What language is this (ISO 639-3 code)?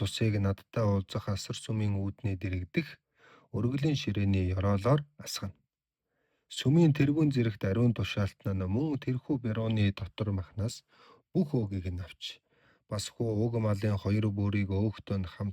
mon